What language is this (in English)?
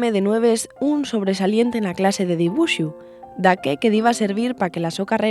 Asturian